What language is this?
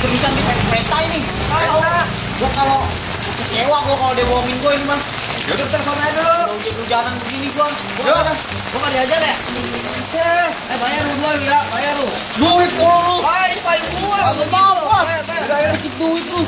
Betawi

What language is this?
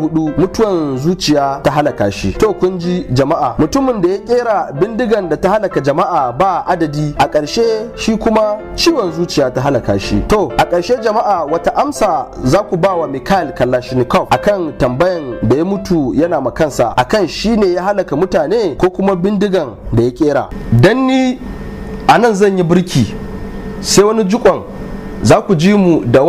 Hausa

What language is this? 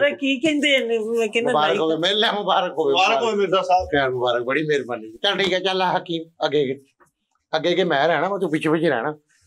Punjabi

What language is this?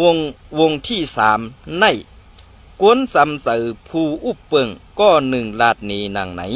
Shan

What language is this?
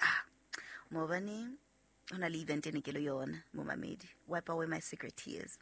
Southern Sotho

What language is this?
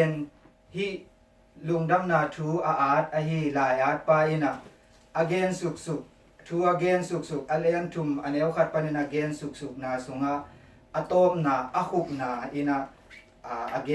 Tedim Chin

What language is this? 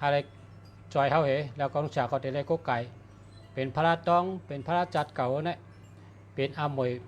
Shan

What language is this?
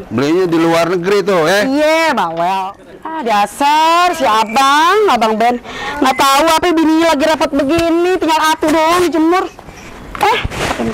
Betawi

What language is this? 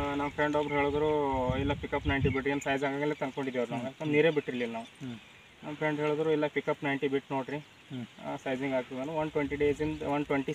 Kannada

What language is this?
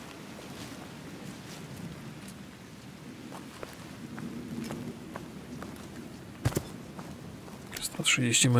Polish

